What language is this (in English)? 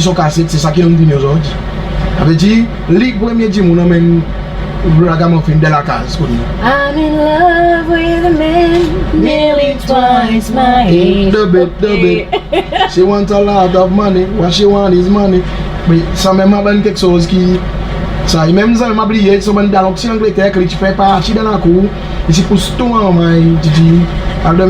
Seselwa Creole French